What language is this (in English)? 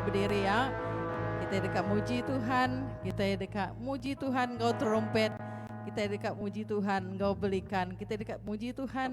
Iban